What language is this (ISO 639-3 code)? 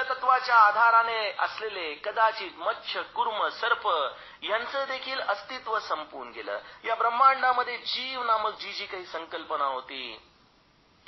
mar